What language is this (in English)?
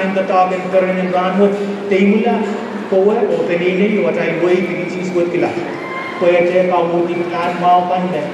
Pohnpeian